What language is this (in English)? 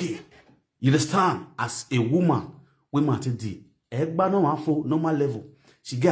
Nigerian Pidgin